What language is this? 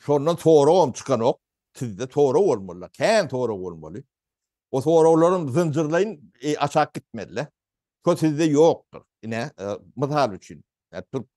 Turkmen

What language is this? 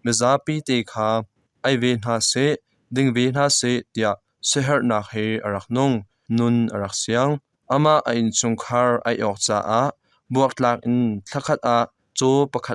Hakha Chin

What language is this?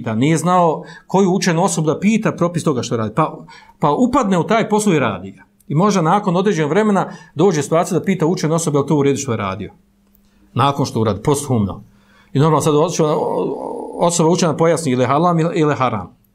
Bosnian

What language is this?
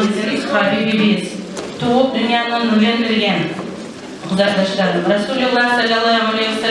Kumyk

